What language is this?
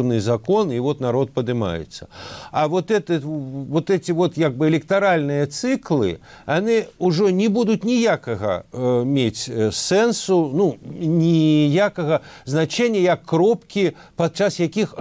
Belarusian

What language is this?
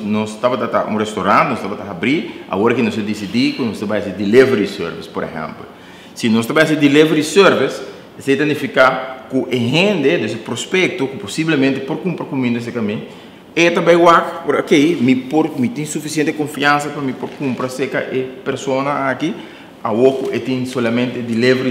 Papiamento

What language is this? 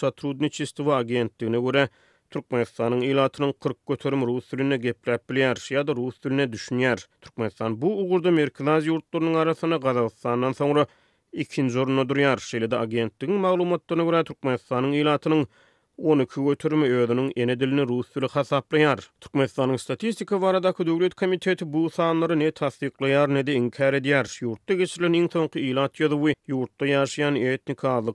Turkmen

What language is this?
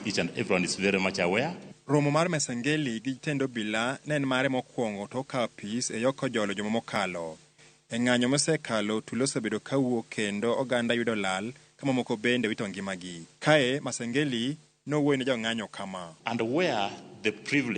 Luo (Kenya and Tanzania)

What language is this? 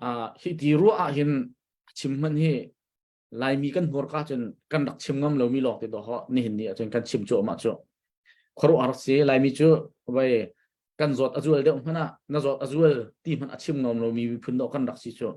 Hakha Chin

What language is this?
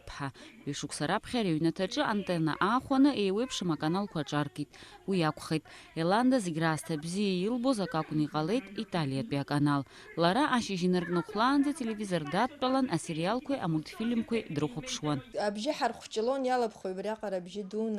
Abkhazian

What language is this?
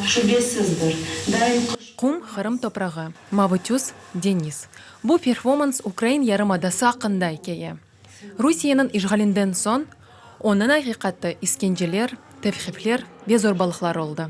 Crimean Tatar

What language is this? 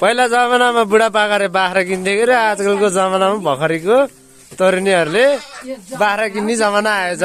Nepali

